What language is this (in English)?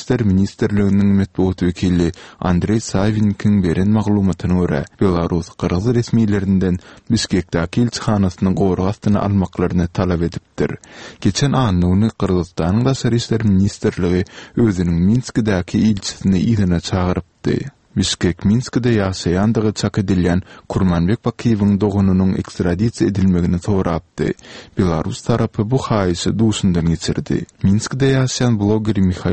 Turkmen